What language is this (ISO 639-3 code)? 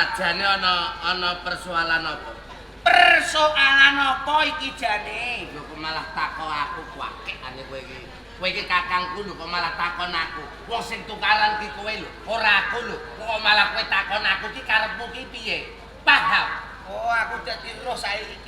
jav